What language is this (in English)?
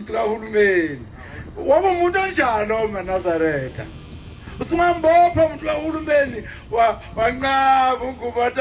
Zulu